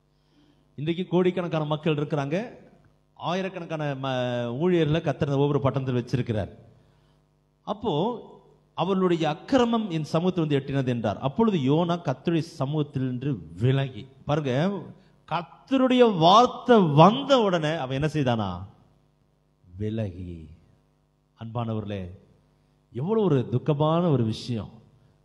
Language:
Tamil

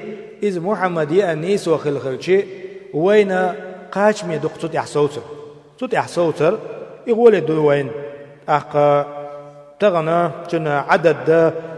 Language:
Chechen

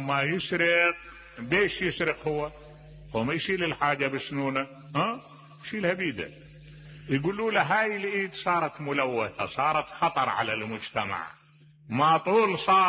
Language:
Mesopotamian Arabic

